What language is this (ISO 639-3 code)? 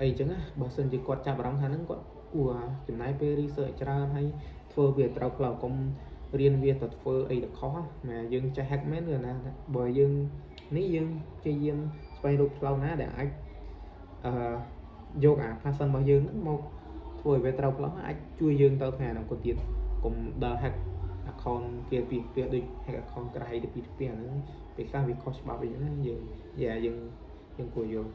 khm